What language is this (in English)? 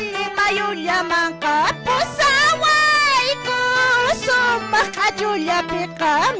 Quechua